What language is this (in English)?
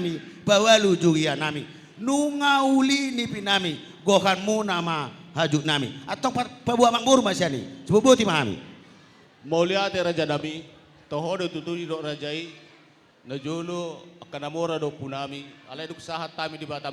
Batak Toba